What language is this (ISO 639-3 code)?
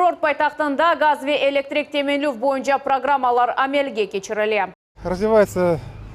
crh